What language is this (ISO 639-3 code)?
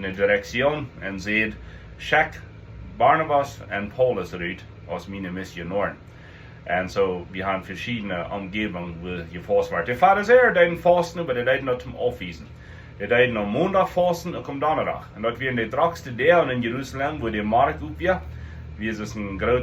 pdt